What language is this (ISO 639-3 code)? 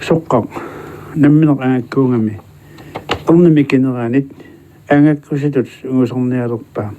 kal